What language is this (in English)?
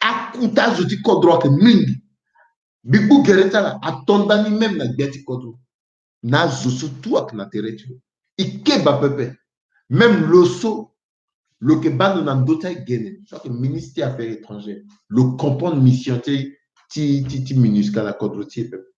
Sango